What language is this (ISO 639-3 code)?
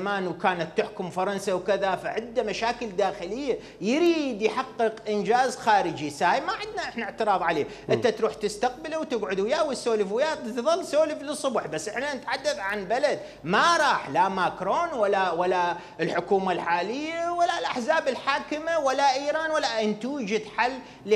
acm